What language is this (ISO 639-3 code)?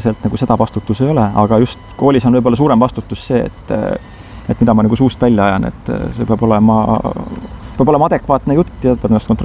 est